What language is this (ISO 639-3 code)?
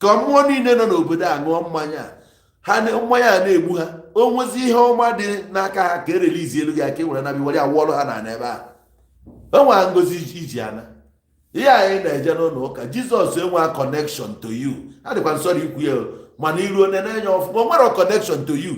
ibo